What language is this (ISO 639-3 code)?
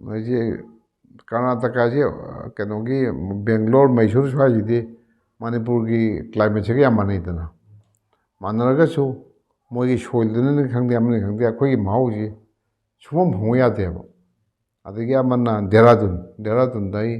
mni